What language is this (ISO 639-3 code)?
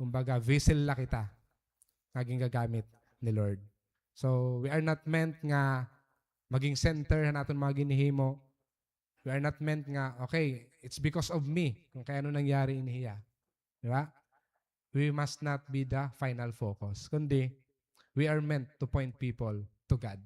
war